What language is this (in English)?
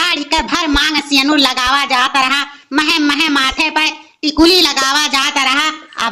Awadhi